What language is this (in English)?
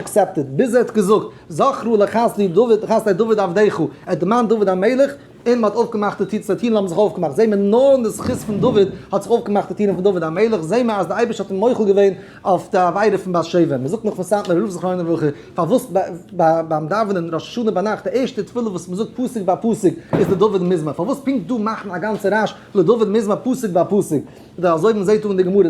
Yiddish